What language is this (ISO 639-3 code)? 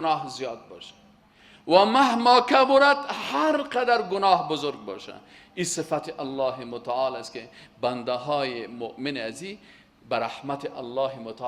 fas